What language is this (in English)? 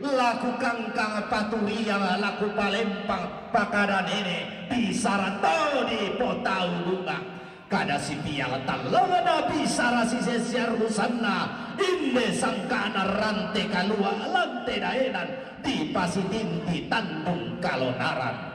Toraja-Sa'dan